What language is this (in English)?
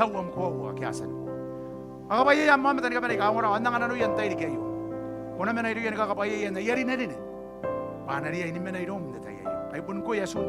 Gilbertese